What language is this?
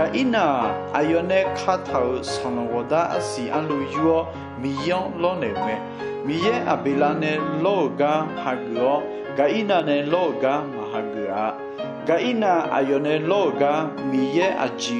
Akha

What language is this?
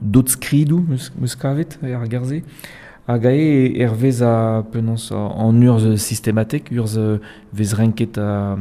Breton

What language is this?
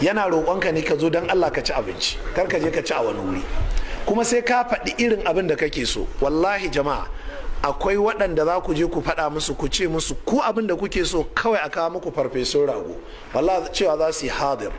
Hausa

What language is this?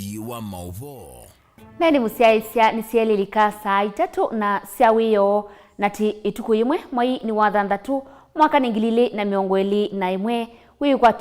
Kamba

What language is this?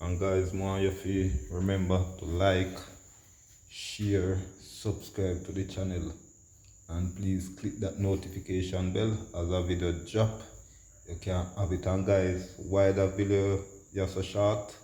Jamaican Creole English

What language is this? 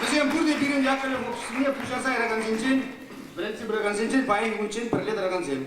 Chuvash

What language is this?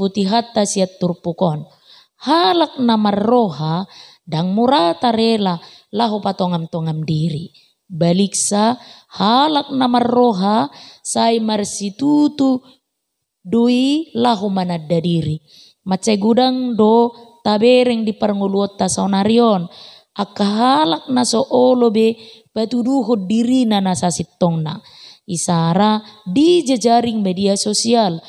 Batak Toba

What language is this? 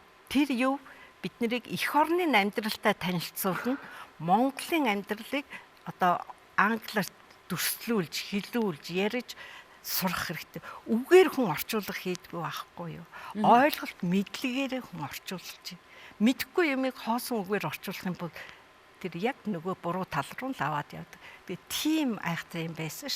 Mongolian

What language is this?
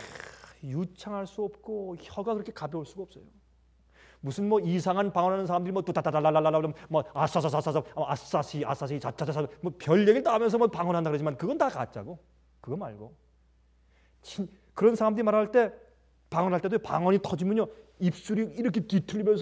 Korean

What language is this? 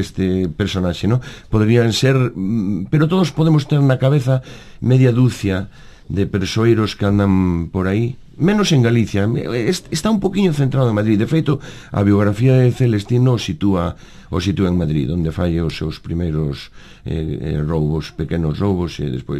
Galician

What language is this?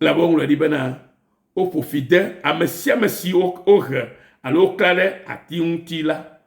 Ewe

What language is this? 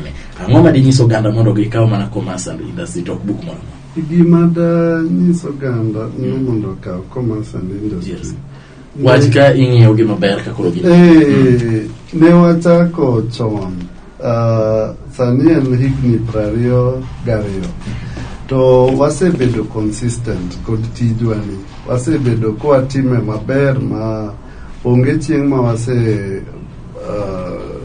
Luo (Kenya and Tanzania)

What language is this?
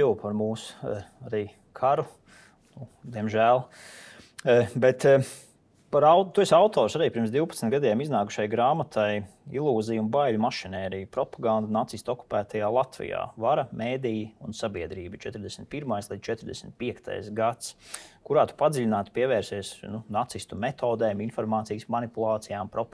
Latvian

